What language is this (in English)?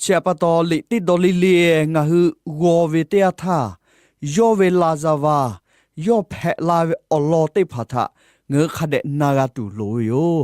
Lahu